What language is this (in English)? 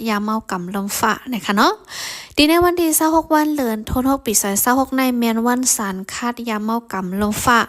Shan